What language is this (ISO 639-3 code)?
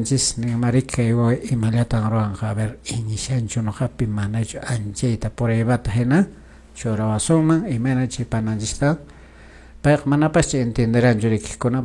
que